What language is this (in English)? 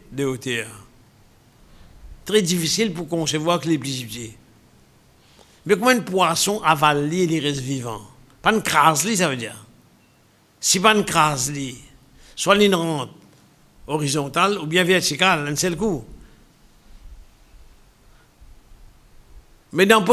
French